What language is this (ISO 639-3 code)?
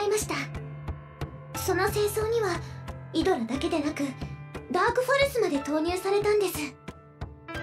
jpn